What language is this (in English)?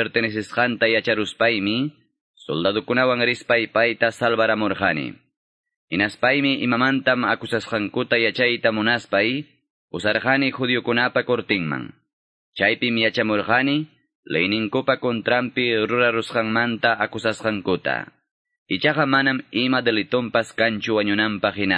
Quechua